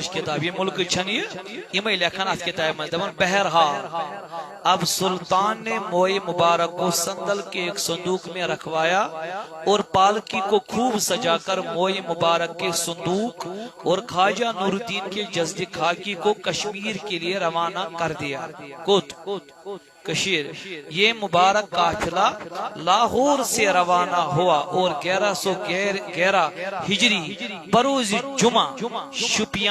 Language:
Kashmiri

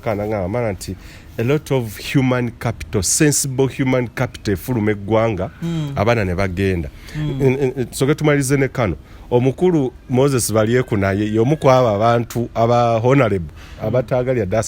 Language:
Ganda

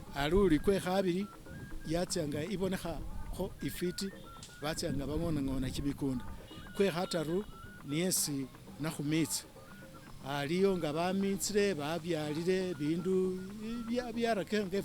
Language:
Masaaba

